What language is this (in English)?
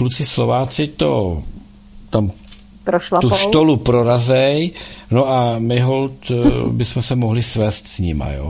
Czech